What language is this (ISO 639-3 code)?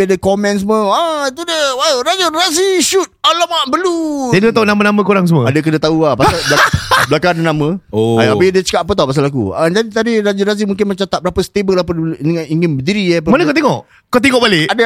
msa